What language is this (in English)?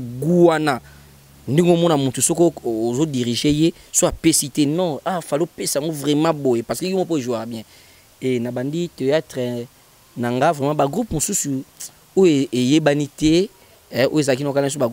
Lingala